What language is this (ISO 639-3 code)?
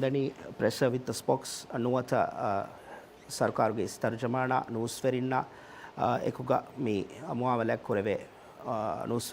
div